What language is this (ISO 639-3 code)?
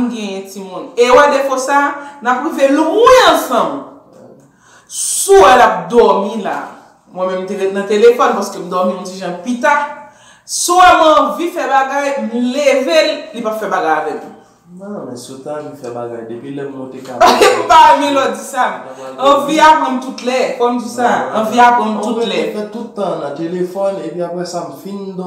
hat